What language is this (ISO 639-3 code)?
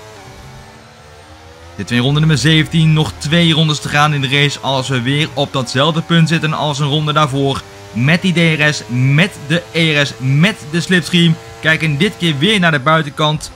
nld